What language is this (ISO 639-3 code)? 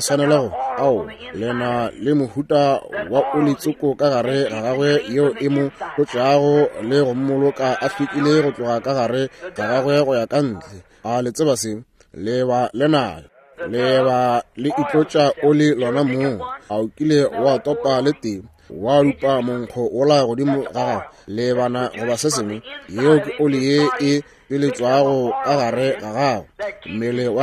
nso